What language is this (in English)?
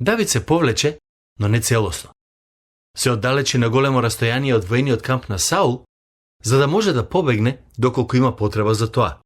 Macedonian